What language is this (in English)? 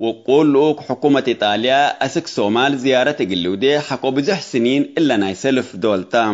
Tigre